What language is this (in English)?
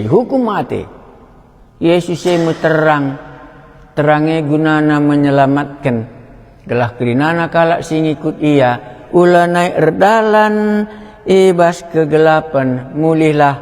Batak Karo